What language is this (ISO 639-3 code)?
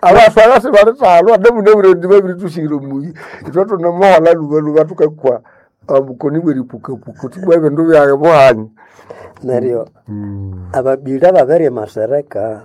nnb